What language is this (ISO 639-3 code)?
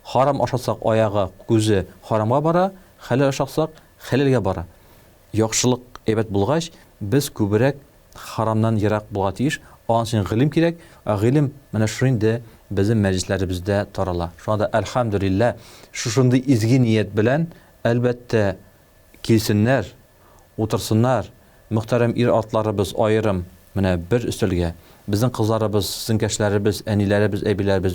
tat